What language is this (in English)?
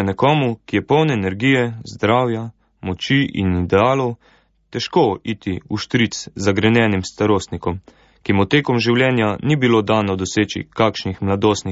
Slovenian